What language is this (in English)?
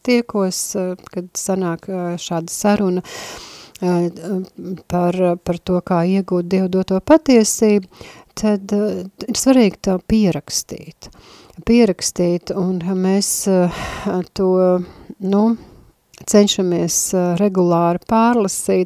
Latvian